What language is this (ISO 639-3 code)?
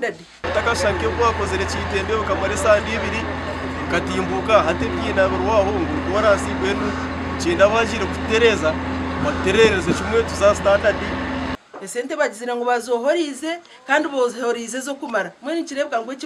nyn